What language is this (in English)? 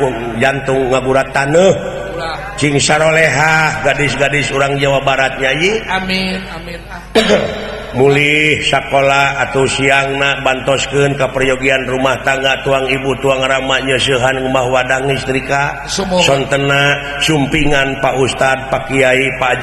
Sundanese